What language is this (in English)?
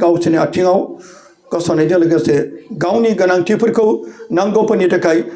Bodo